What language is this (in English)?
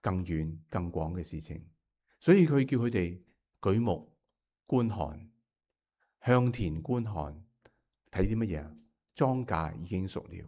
Cantonese